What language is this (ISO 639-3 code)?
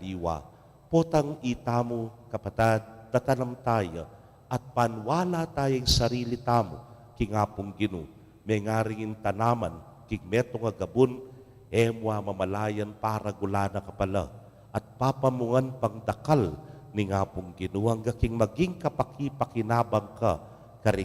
pam